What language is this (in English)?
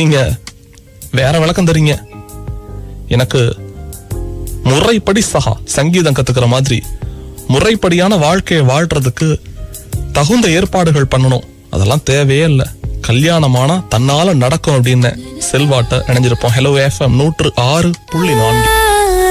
Tamil